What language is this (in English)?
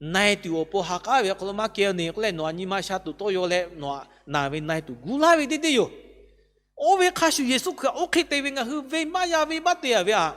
Lahu